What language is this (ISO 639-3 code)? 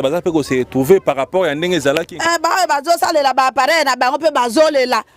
lin